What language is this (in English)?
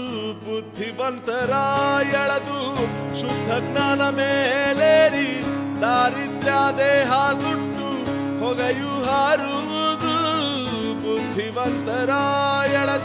Kannada